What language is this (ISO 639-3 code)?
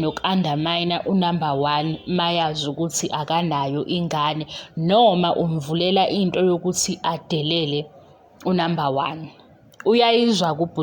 zul